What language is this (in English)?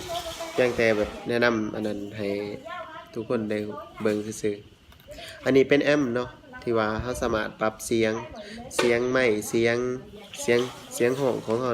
Lao